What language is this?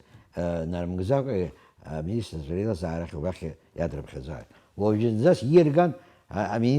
Abkhazian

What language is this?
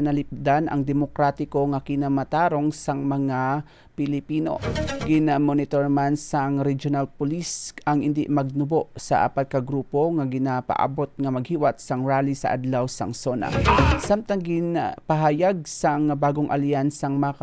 Hiligaynon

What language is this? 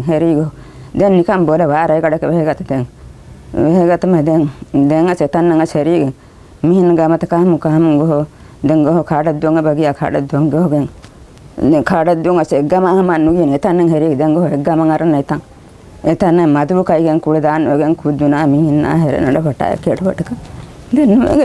Divehi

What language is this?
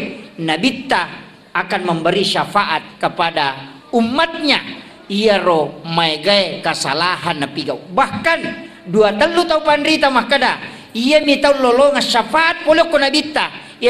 Buginese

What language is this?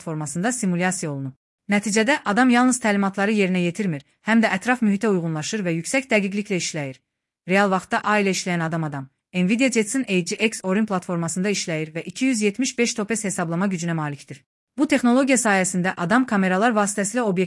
Azerbaijani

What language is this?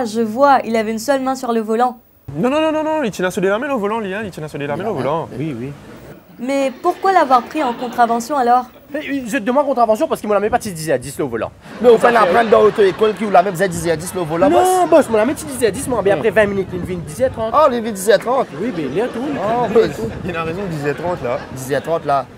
Morisyen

